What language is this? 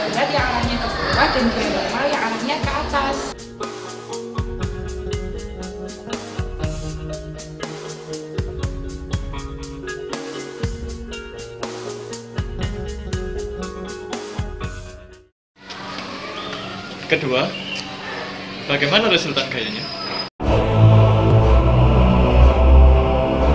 Indonesian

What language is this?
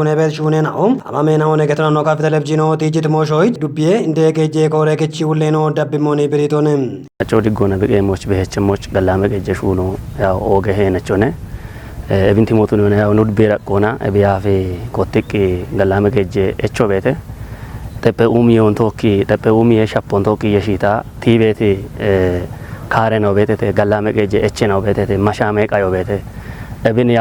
Kafa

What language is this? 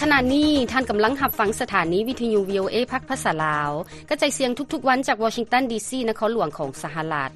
Lao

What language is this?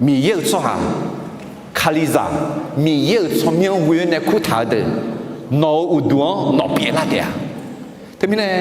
Akha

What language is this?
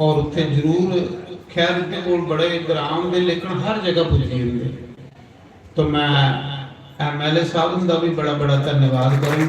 Dogri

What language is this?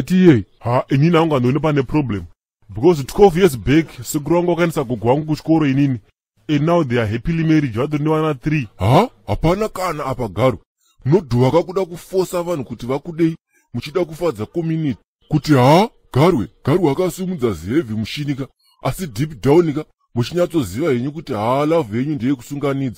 Shona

